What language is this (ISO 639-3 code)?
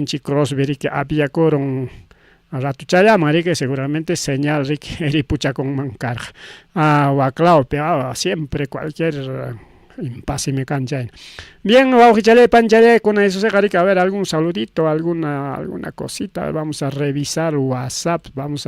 quy